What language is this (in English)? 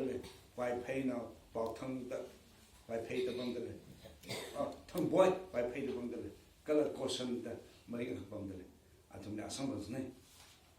Tangkhul Naga (India)